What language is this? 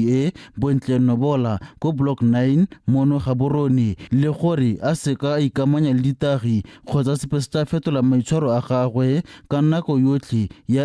Tswana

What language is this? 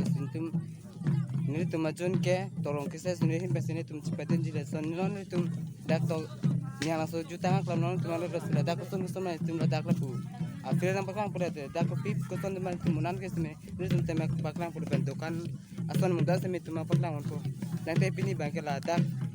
Karbi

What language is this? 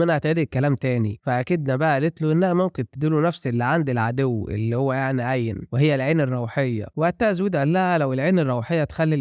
Egyptian Arabic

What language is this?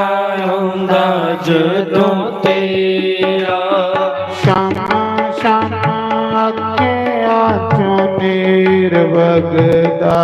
Dogri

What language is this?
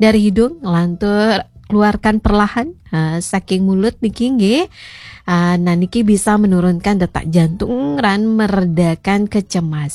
Balinese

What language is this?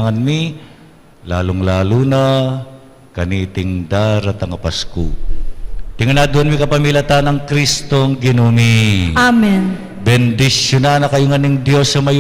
Pampanga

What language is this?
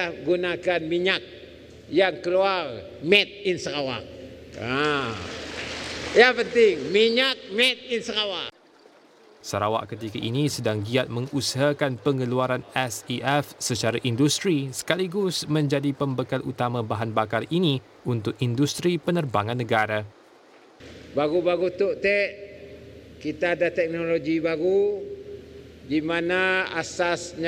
Malay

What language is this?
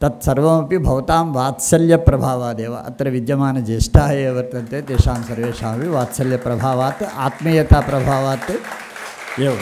Sanskrit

